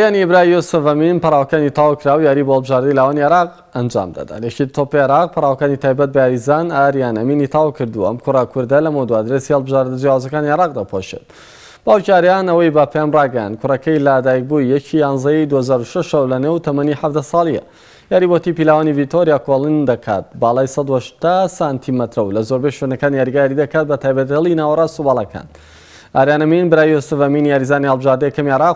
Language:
Central Kurdish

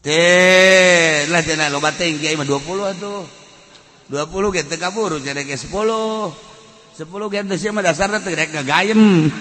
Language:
Sundanese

